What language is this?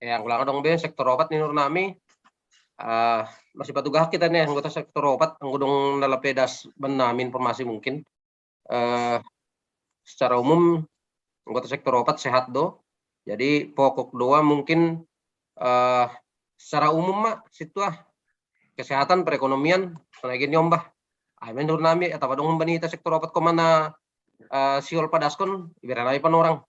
Batak Simalungun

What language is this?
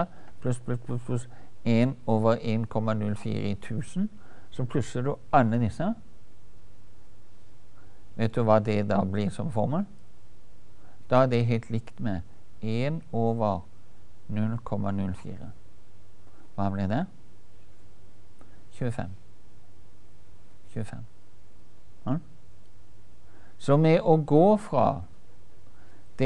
Norwegian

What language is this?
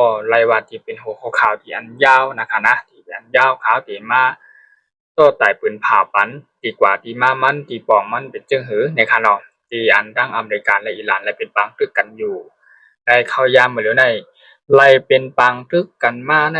Shan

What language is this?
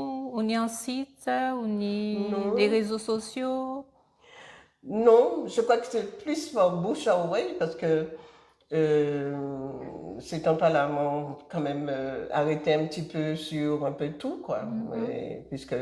Guadeloupean Creole French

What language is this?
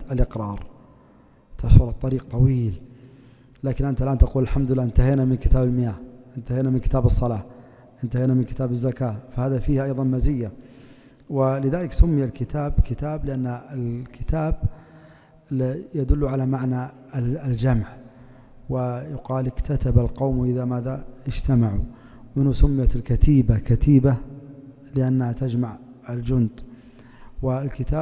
Arabic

